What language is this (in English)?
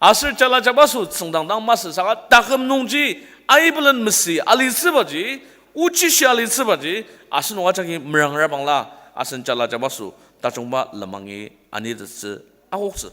Ao Naga